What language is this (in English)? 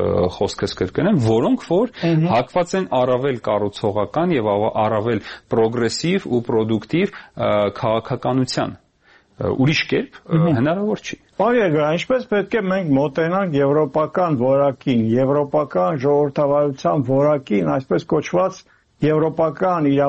Armenian